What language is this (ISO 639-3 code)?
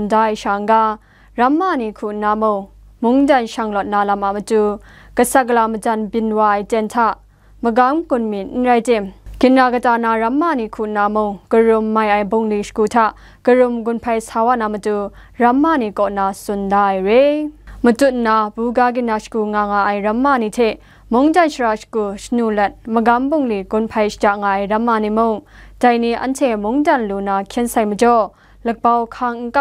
kac